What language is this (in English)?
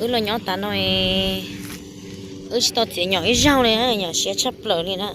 Hmong